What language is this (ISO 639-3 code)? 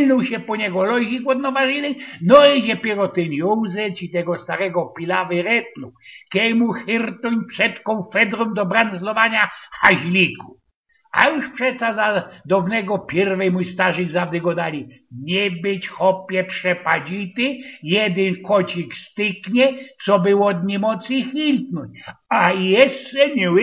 szl